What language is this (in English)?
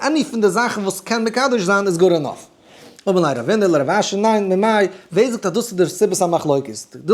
Yiddish